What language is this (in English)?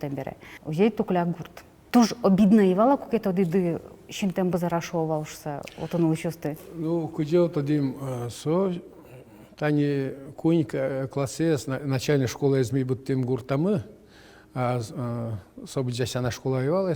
Udmurt